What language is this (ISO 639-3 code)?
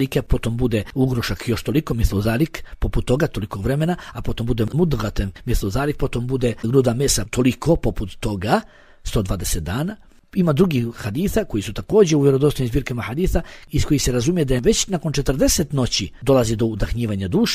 bos